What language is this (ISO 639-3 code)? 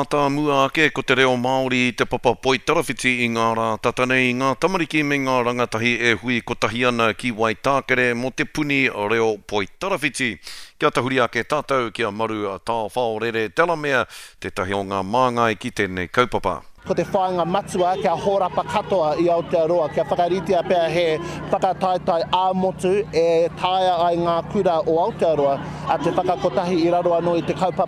mri